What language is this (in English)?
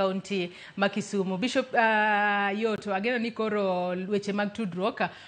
Luo (Kenya and Tanzania)